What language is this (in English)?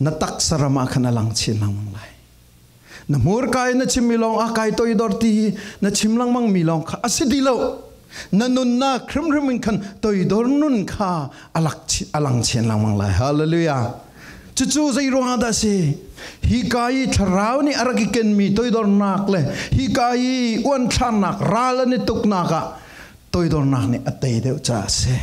Falam Chin